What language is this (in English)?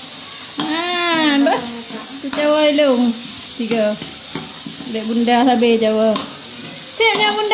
Achinese